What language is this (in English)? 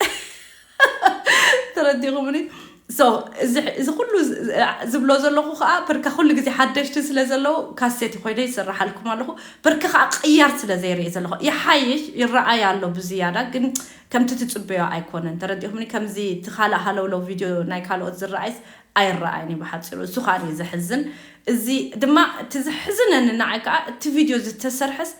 Tigrinya